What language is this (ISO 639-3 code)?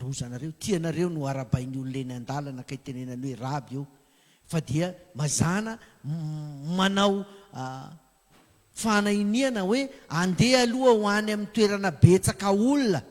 mlg